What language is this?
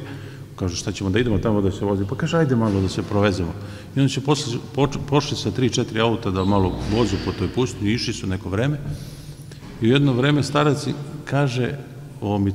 Serbian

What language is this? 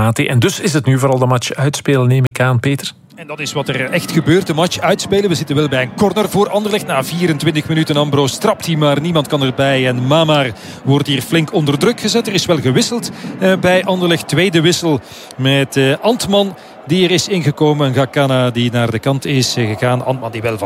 Dutch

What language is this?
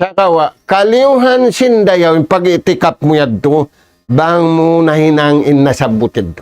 Tausug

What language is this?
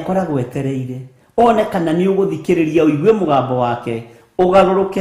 Kikuyu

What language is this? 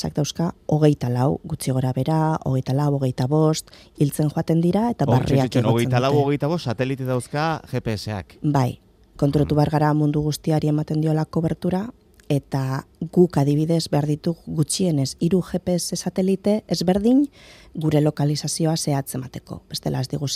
Basque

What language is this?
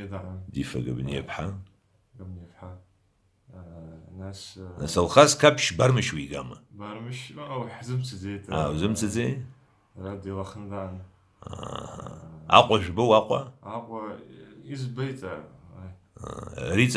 Abkhazian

